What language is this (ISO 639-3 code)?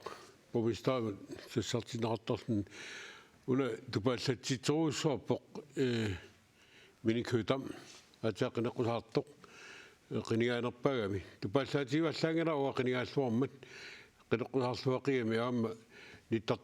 kal